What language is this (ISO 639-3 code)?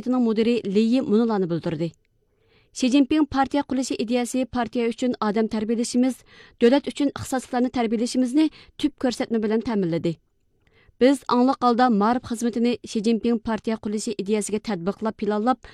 uig